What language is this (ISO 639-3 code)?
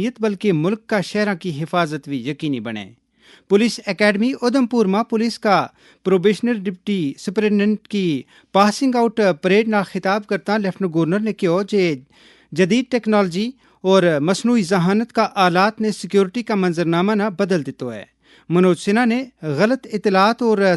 gju